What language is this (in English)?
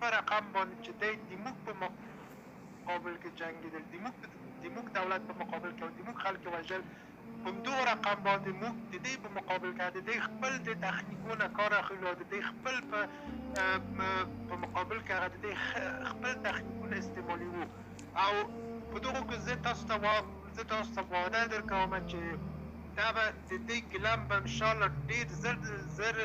Pashto